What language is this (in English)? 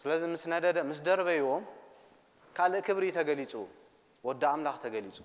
Tigrinya